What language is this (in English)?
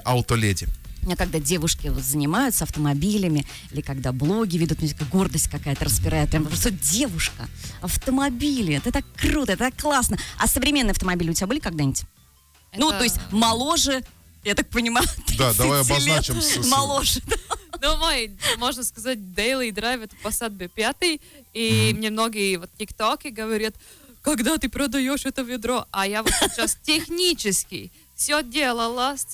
Russian